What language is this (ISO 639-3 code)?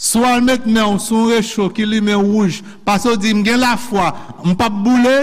hat